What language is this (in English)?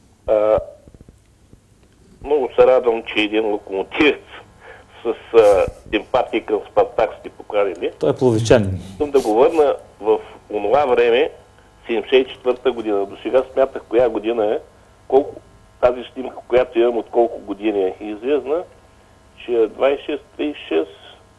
Bulgarian